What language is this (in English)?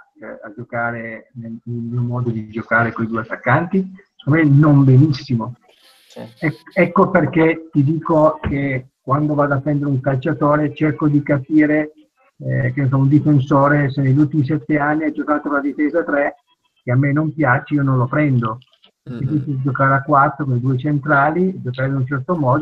Italian